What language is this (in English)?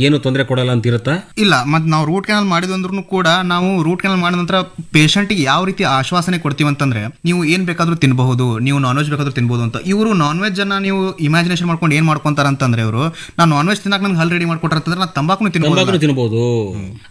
Kannada